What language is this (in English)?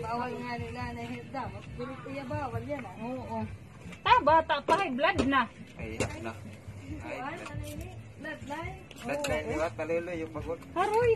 Waray